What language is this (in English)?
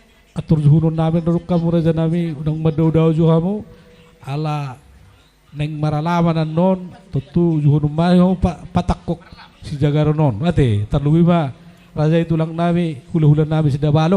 Batak Toba